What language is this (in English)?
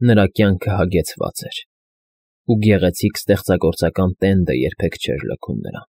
Armenian